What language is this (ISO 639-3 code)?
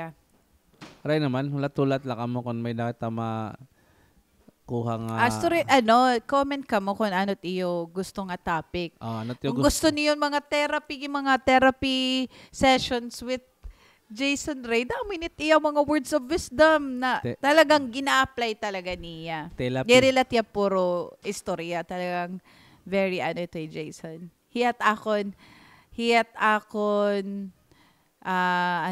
war